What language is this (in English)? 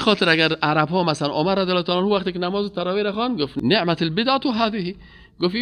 Persian